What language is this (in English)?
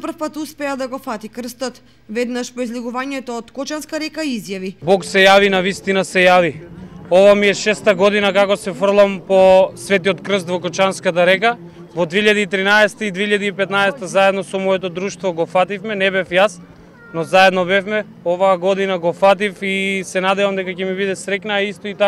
Macedonian